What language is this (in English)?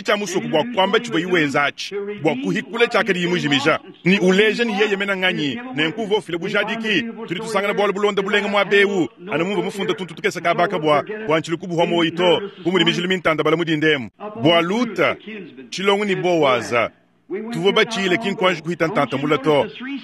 Luba-Lulua